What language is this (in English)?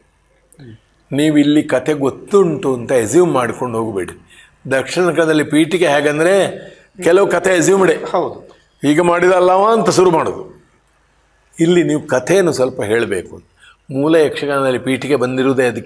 Kannada